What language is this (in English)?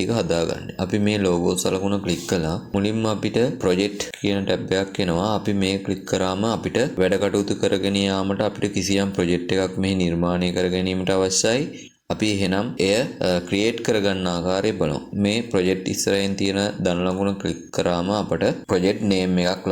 Sinhala